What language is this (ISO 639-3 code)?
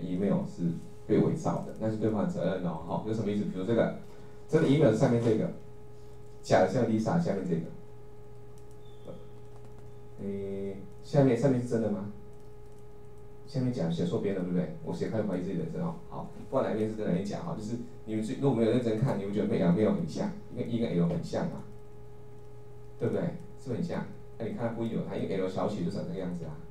zho